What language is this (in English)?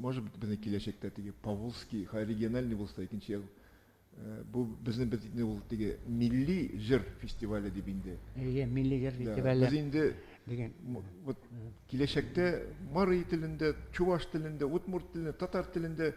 Tatar